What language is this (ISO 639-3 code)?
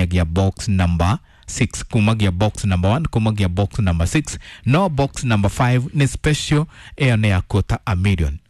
kik